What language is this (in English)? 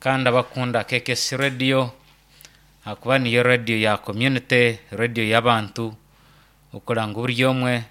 Nyankole